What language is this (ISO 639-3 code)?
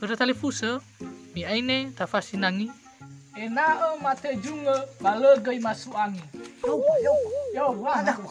nia